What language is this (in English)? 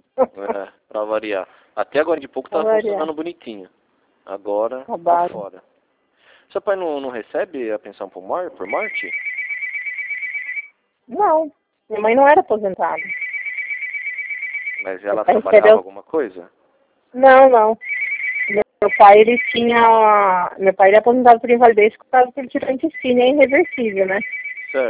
Portuguese